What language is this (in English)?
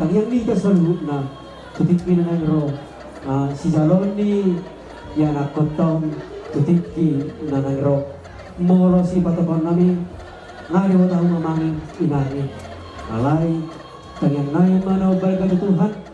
Batak Toba